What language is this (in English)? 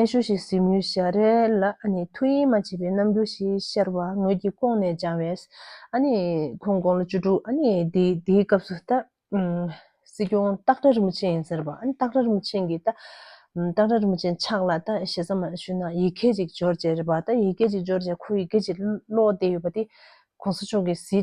Tibetan